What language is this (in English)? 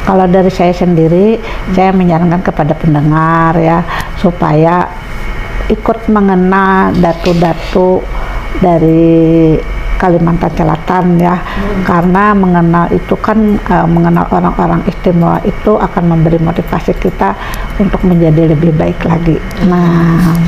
Banjar